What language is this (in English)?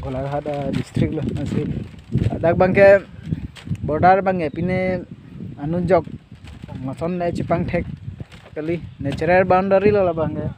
Karbi